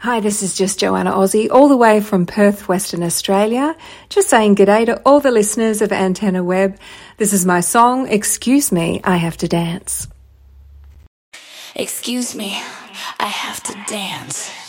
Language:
English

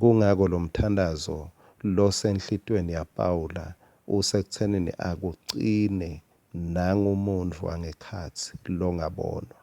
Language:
Swati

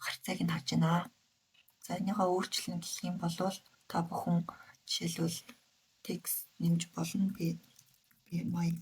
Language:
Mongolian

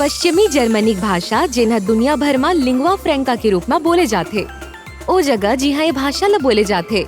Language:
Chhattisgarhi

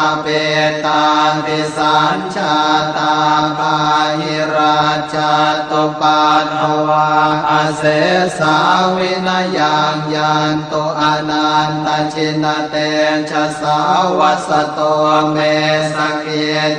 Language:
Pali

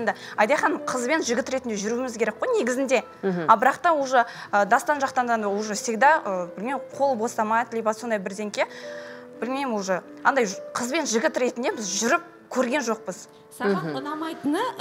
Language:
Kazakh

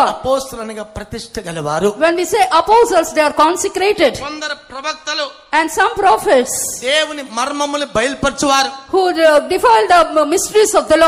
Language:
Telugu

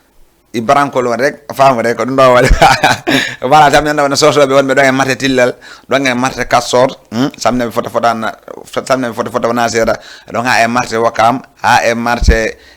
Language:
Fula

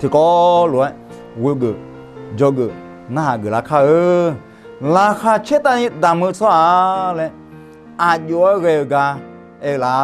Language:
Akha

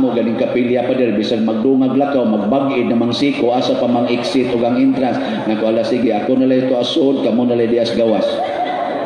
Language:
Cebuano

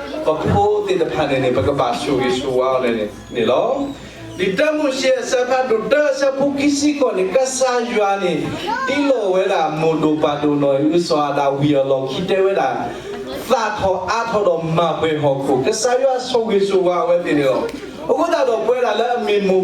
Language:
S'gaw Karen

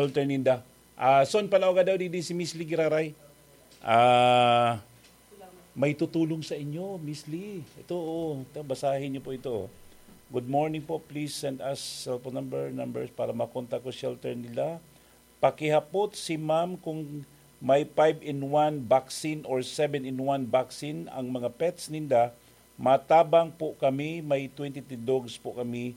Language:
Bikol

